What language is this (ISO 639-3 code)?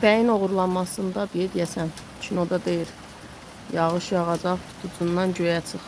aze